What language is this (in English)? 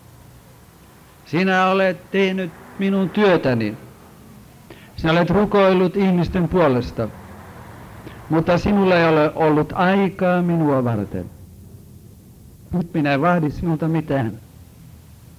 Finnish